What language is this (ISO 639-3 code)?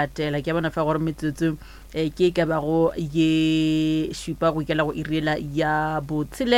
nso